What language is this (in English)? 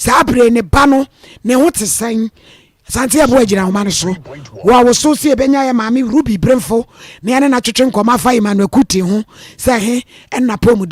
Akan